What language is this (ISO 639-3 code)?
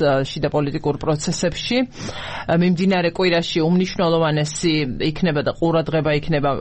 kat